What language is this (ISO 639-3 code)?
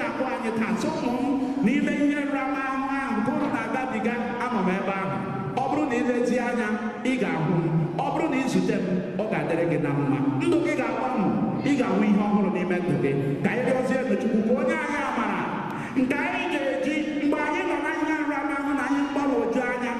ibo